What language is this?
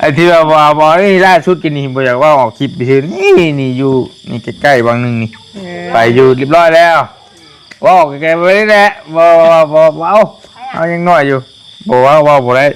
Northeastern Thai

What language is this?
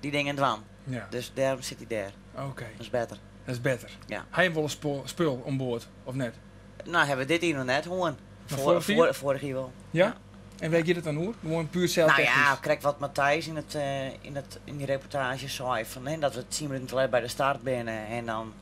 Western Frisian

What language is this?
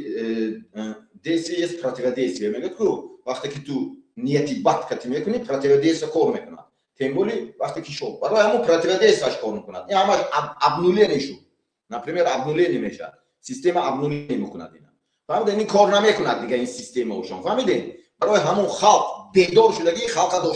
Tajik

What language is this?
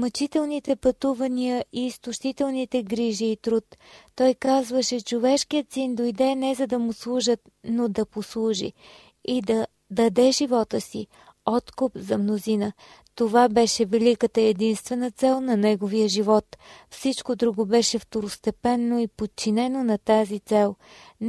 Bulgarian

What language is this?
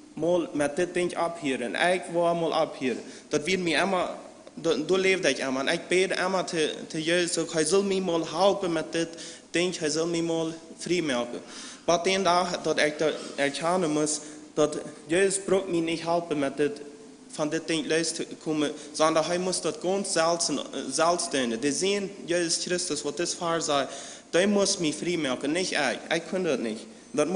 Plautdietsch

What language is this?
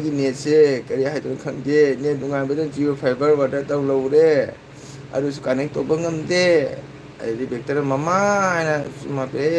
Manipuri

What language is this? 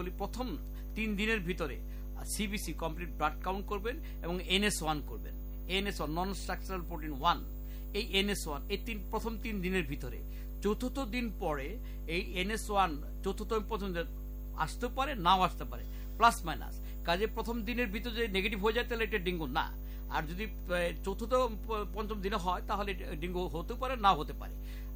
Bangla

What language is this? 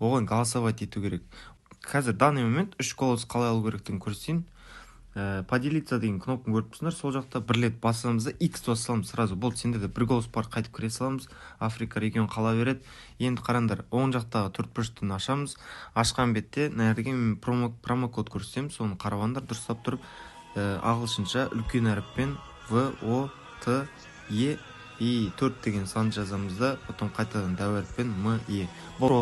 Kara-Kalpak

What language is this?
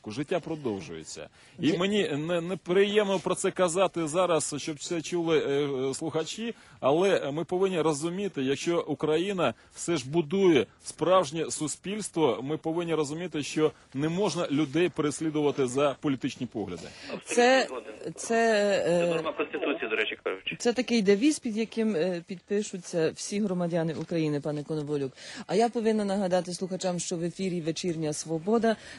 Ukrainian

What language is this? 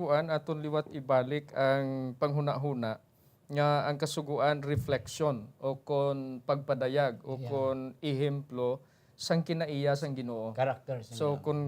Hiligaynon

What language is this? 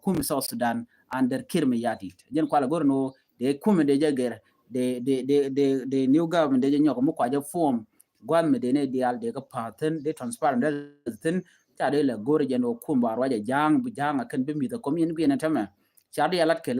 Nuer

